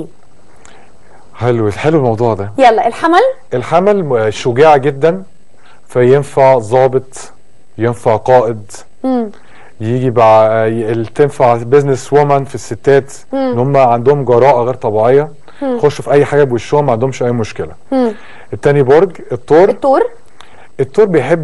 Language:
Egyptian Arabic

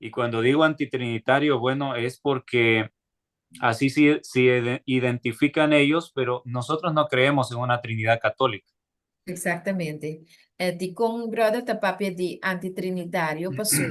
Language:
Papiamento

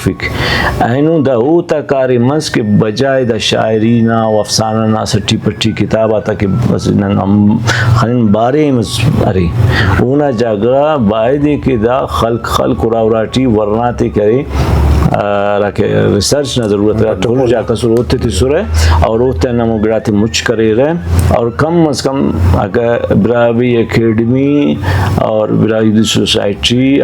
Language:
Brahui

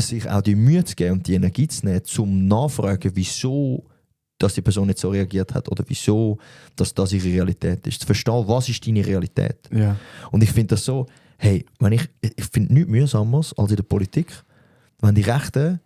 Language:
Swiss German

